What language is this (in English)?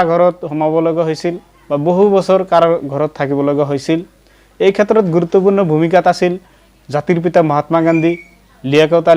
Assamese